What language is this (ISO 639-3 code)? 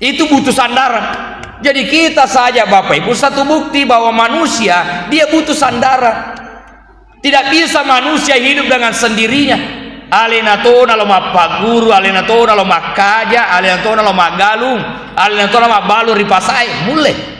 bug